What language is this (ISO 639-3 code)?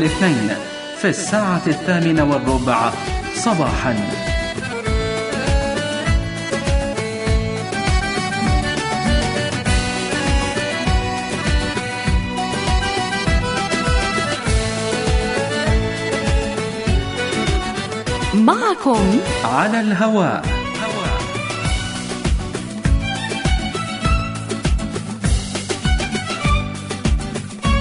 ara